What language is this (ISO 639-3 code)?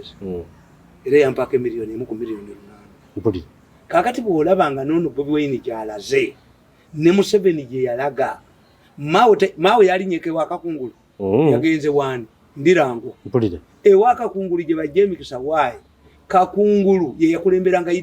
lug